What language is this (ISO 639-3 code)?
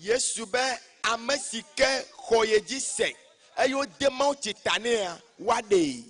ewe